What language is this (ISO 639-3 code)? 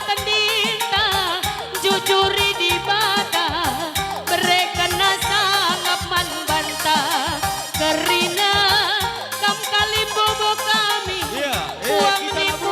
btx